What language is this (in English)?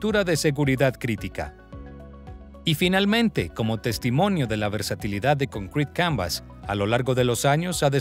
Spanish